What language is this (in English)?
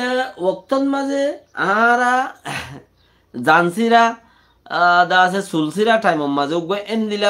Rohingya